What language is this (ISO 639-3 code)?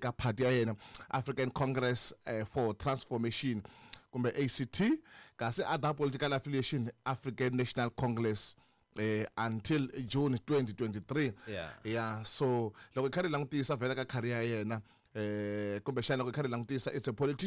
tso